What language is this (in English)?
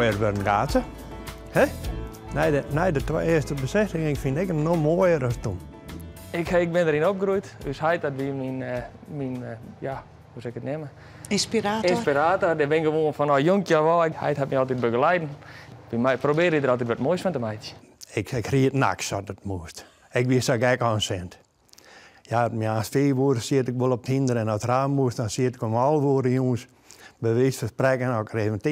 Western Frisian